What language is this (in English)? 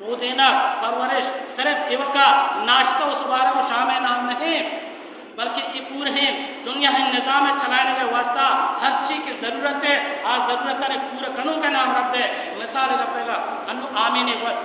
Baluchi